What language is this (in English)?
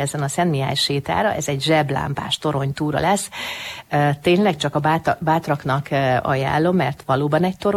Hungarian